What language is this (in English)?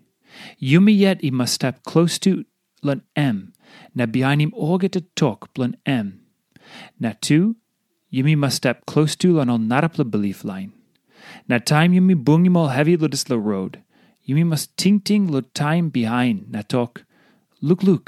Tok Pisin